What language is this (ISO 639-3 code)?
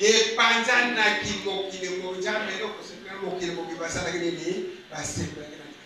lin